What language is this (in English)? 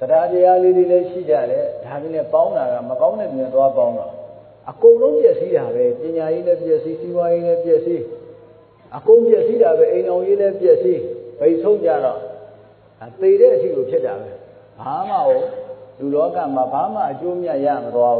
Burmese